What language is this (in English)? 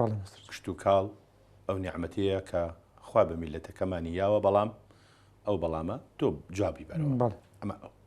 Central Kurdish